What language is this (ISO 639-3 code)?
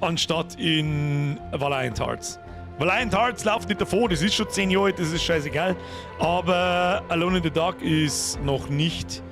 bar